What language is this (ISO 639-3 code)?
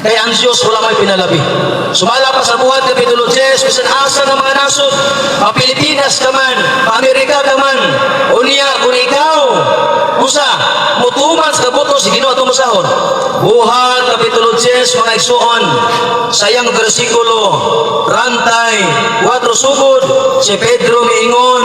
ceb